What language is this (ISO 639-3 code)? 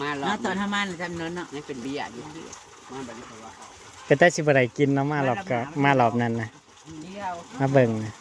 tts